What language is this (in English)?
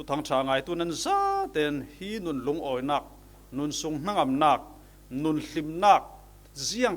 Falam Chin